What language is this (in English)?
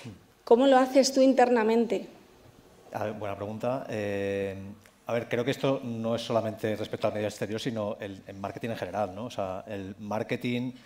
Spanish